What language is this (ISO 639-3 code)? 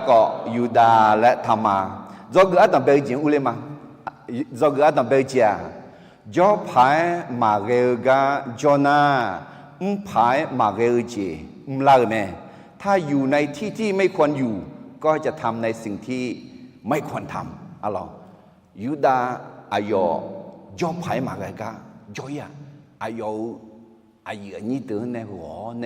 ahk